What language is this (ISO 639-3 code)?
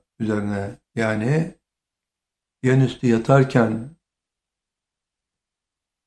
tur